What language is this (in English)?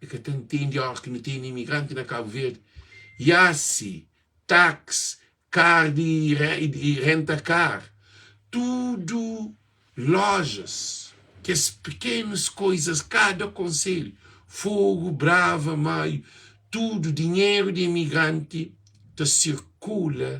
Kabuverdianu